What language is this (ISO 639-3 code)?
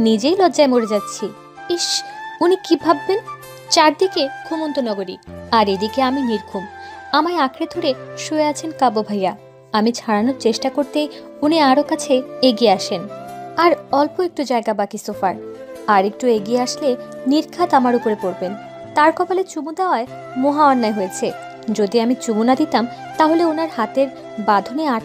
ben